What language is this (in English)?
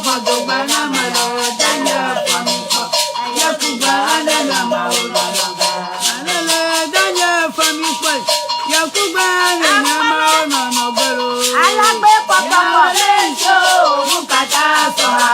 Ewe